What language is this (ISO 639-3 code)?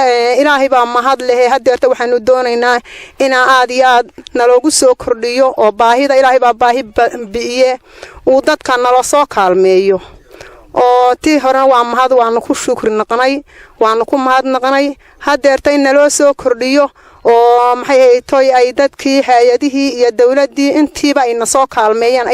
som